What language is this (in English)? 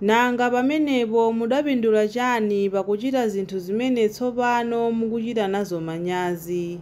Nyanja